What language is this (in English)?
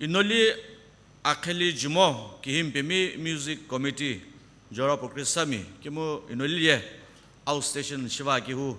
Sumi Naga